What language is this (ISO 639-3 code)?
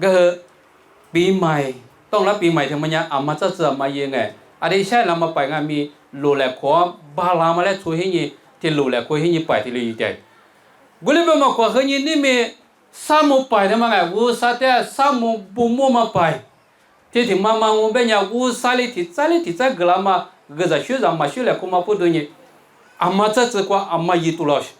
lis